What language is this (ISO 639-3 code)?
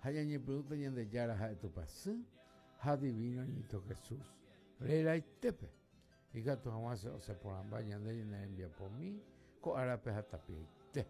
grn